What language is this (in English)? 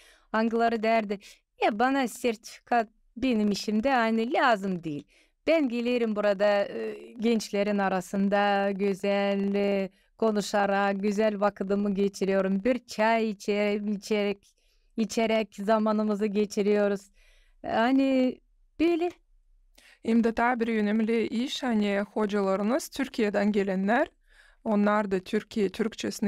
Gagauz